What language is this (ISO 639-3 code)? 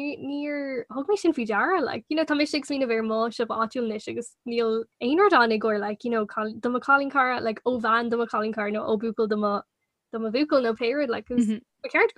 gle